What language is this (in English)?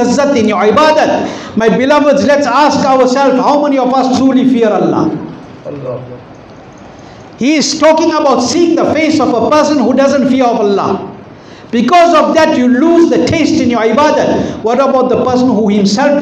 English